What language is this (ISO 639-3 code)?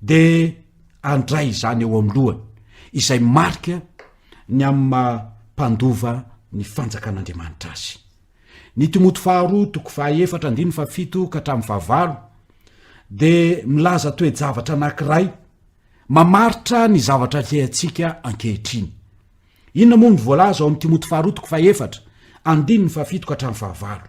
mlg